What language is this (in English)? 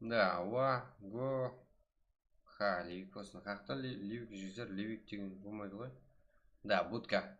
Kara-Kalpak